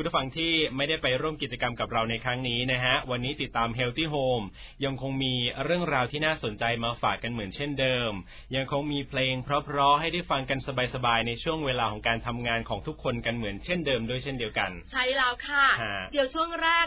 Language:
Thai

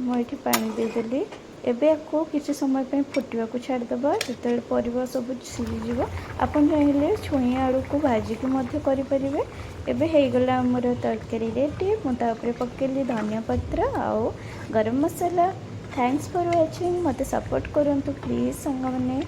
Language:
Odia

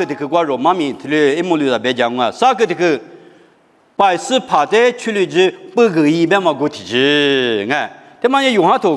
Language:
Lisu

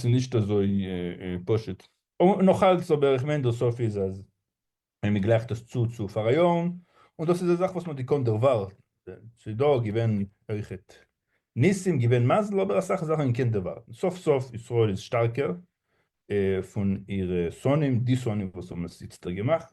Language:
Yiddish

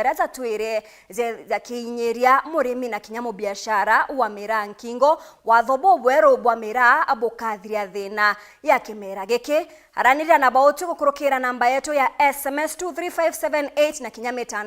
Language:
Meru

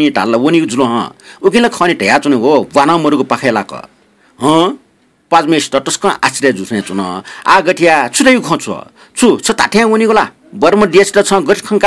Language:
Newari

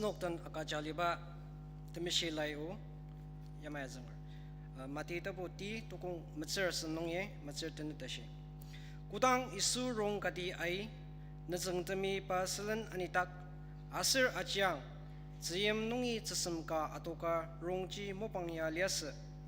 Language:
Ao Naga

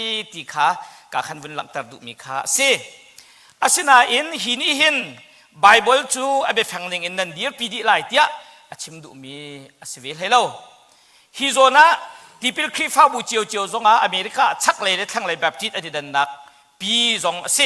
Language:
Hakha Chin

